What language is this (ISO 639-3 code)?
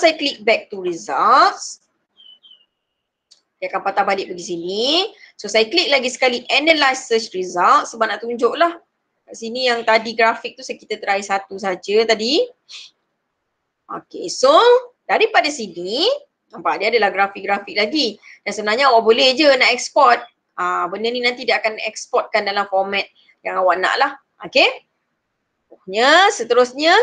msa